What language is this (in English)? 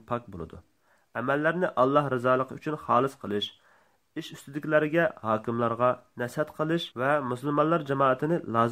Uyghur